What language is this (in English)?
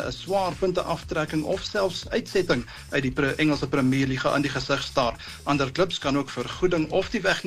Afrikaans